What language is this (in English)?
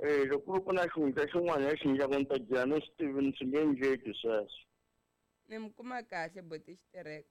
Tsonga